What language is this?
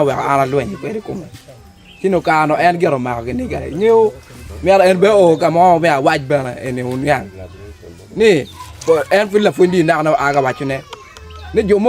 Acoli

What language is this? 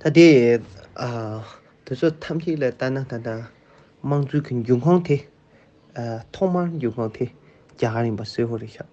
Tibetan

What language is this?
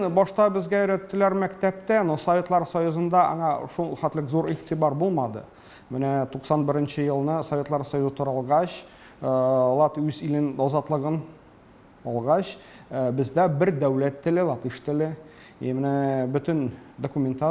Tatar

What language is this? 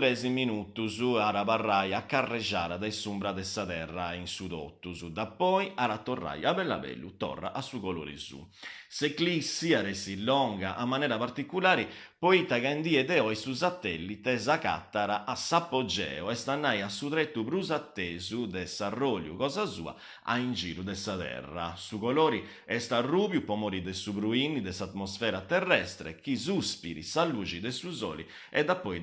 Sardinian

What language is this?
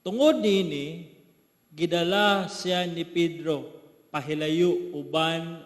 Cebuano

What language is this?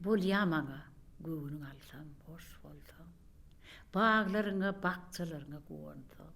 Turkmen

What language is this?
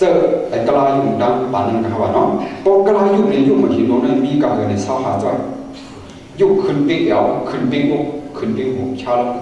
Shan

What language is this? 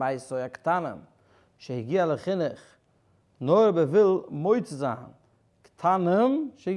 Yiddish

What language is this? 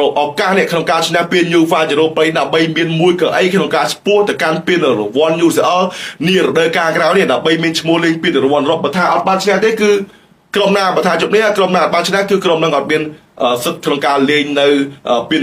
Khmer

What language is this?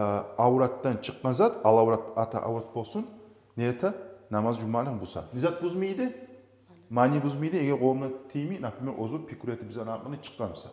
Kumyk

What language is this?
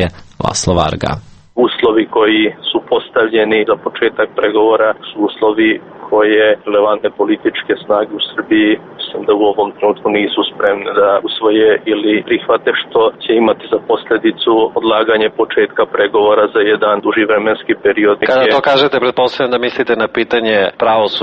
Serbian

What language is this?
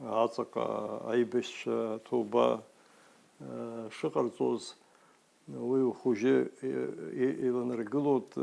Abkhazian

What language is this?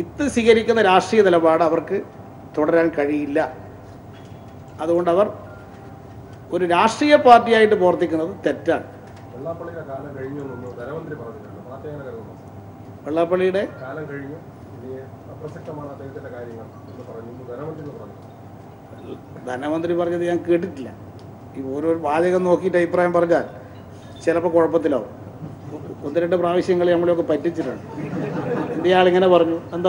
Malayalam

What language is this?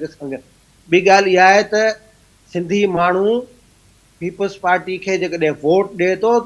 Sindhi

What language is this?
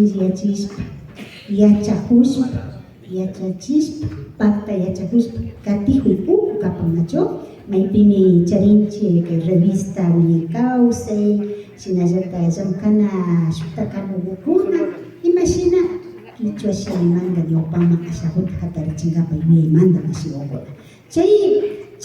Imbabura Highland Quichua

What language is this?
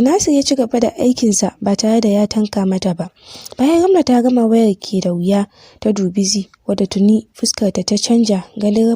Hausa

